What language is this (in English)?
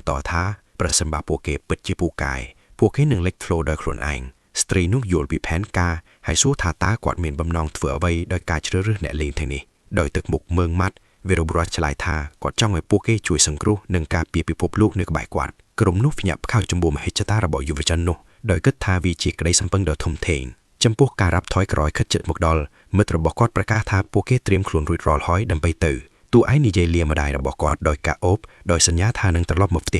Khmer